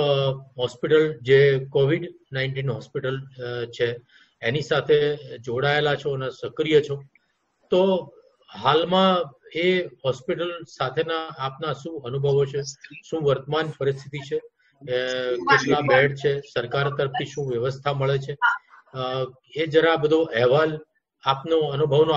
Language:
Gujarati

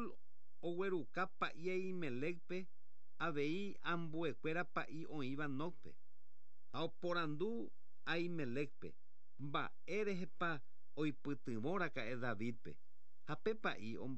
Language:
Guarani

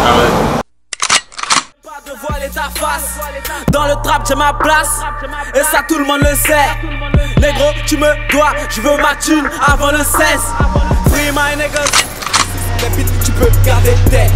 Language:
French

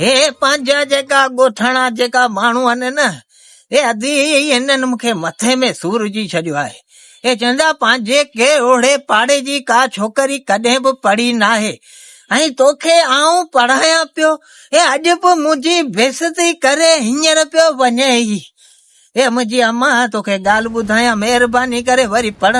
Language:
Sindhi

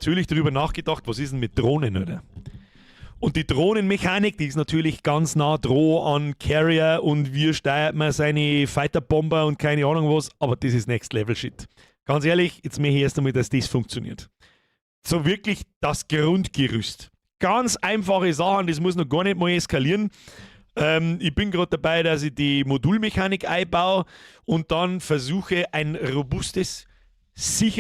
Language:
Bavarian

